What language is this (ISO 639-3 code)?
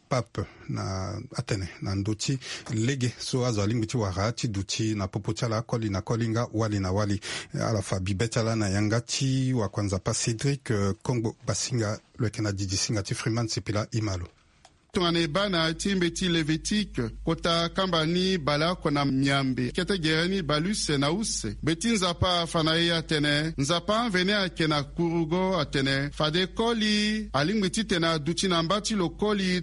sag